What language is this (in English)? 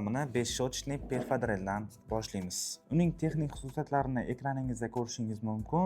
Uzbek